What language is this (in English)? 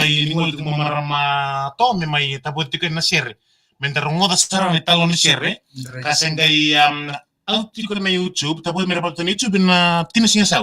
Fijian